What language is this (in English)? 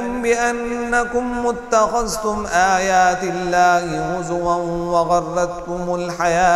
Arabic